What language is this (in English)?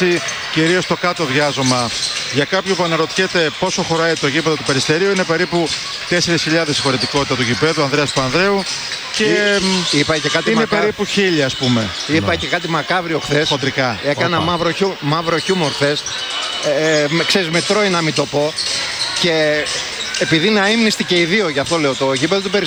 Greek